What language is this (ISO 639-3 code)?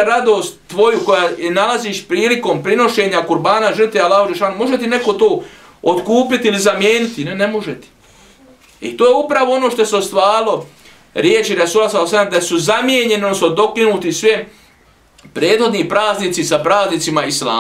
bos